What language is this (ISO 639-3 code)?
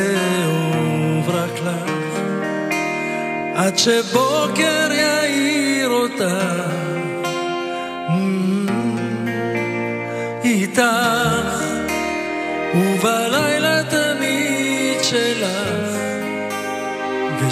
heb